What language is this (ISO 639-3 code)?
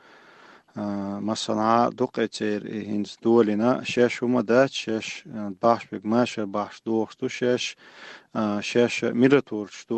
che